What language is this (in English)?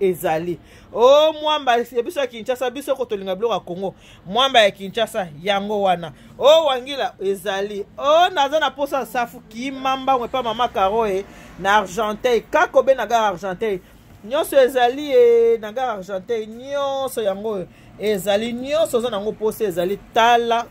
Lingala